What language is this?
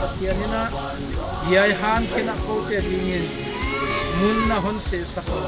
Paite Chin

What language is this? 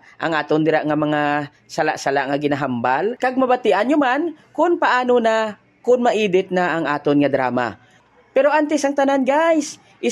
Hiligaynon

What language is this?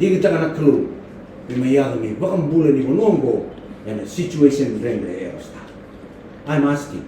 Fijian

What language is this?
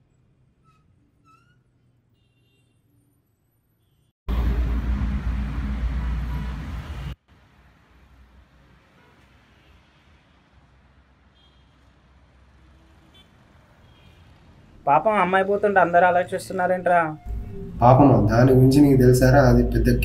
Telugu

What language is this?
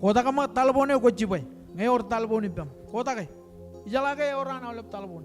Marshallese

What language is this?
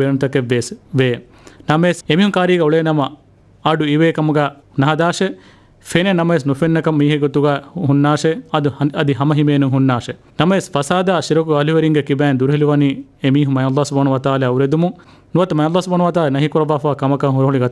Divehi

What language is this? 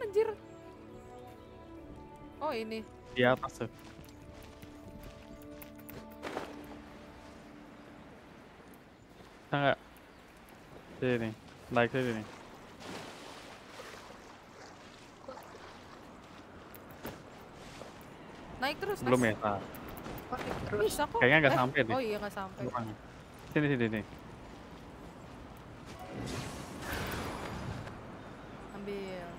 Indonesian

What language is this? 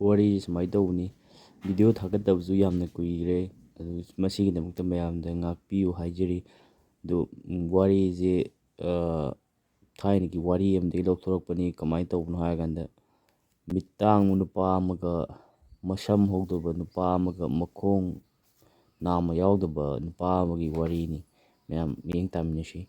Manipuri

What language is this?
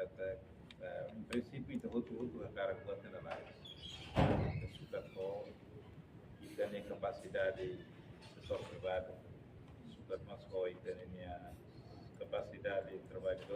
Tetum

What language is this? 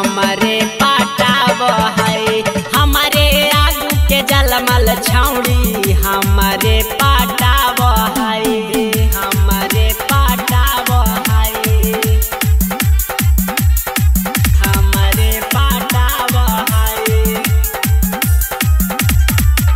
Magahi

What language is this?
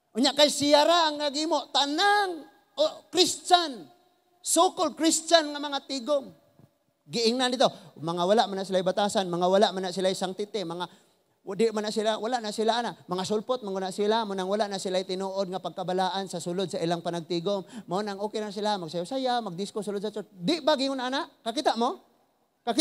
Cebuano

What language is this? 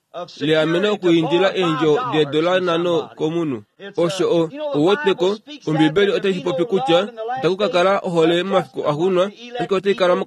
Kuanyama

